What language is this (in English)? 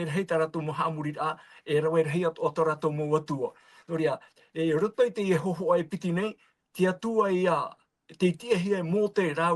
Tahitian